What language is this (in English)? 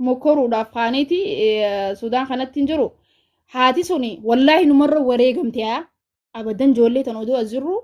Oromo